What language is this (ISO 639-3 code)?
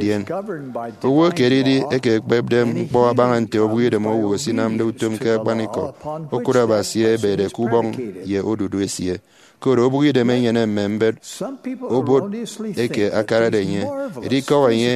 efi